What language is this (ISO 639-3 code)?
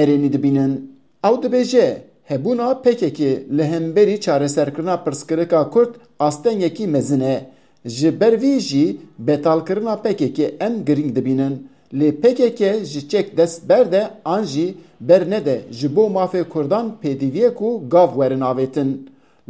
kur